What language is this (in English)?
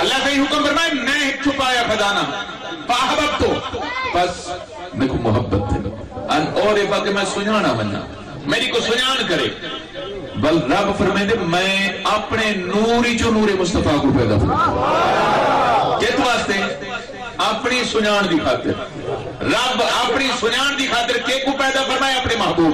Saraiki